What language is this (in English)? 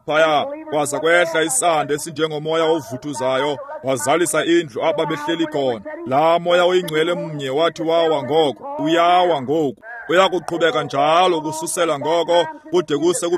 Xhosa